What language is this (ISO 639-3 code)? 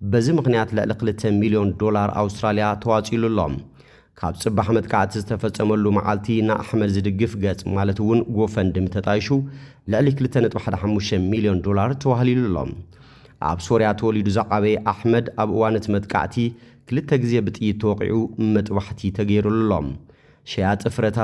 tir